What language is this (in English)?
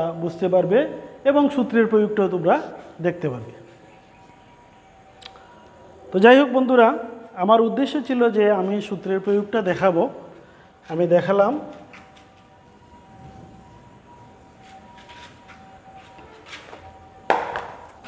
Bangla